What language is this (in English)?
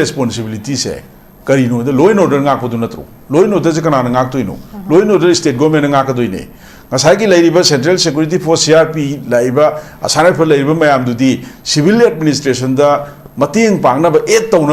Manipuri